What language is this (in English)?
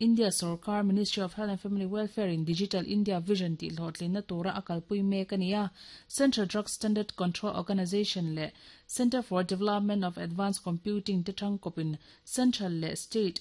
Mizo